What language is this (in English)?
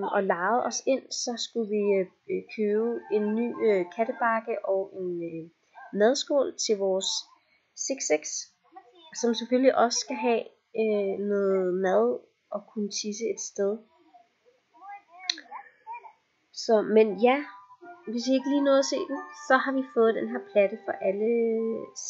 Danish